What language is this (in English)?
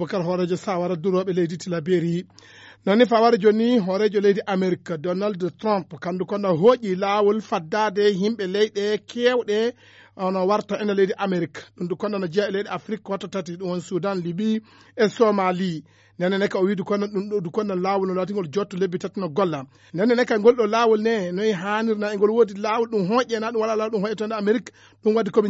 Fula